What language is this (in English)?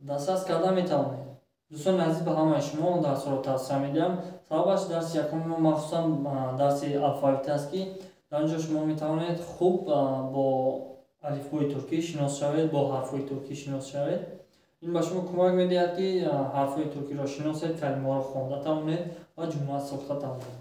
Tajik